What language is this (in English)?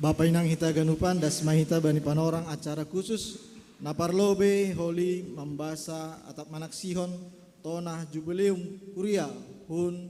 Batak Simalungun